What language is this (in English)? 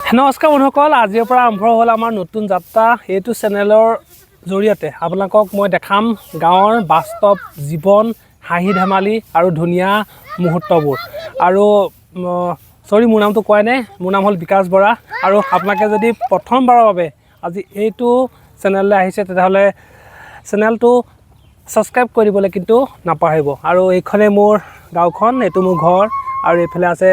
Assamese